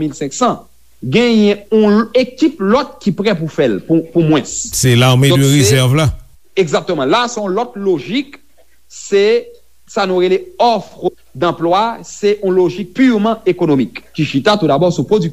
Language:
Haitian Creole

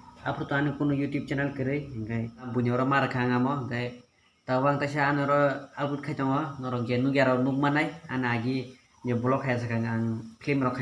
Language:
Kok Borok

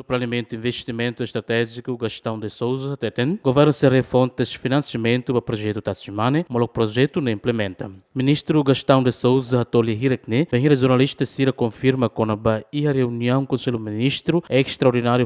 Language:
Tetum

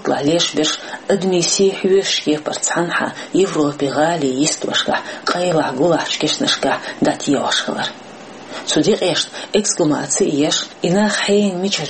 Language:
Chechen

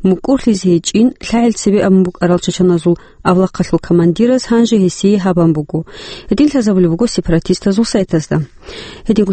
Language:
Avaric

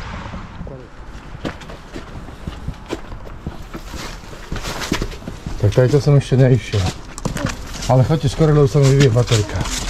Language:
Slovak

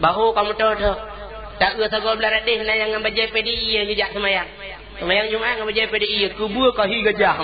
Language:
Achinese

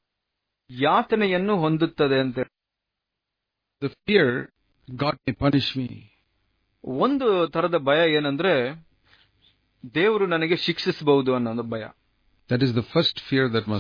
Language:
Kannada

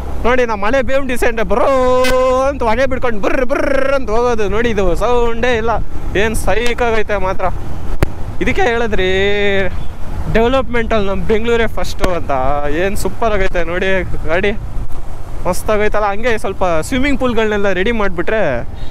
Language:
Kannada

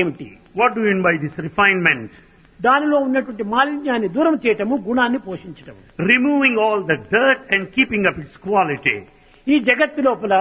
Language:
Telugu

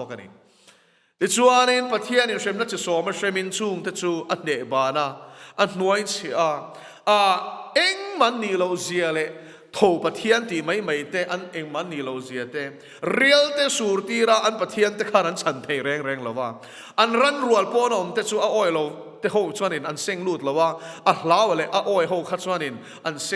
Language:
Mizo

